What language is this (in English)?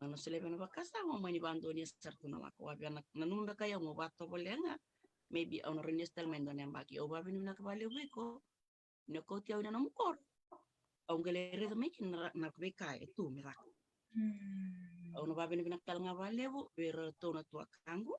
Fijian